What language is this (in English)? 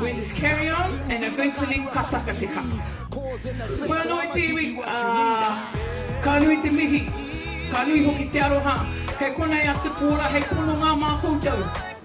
Māori